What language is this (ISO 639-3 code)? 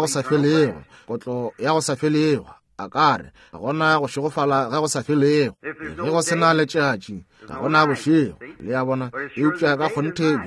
nso